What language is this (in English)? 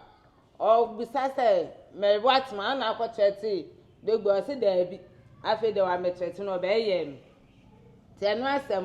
Akan